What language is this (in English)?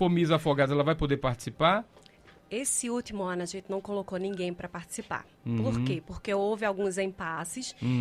Portuguese